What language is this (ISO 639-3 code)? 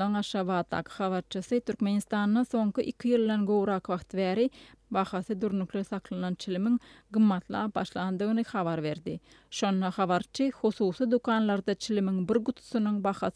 tuk